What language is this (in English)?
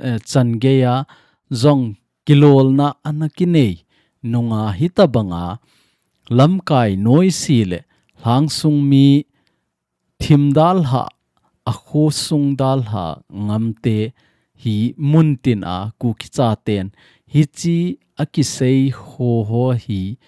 Thado Chin